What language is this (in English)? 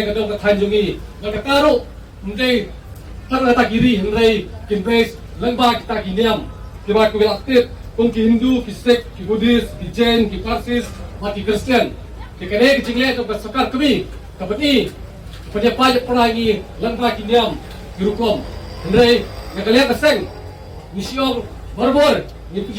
Khasi